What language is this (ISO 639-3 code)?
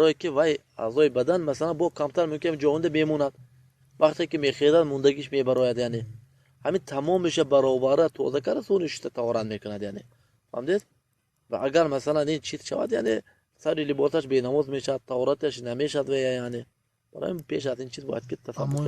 tgk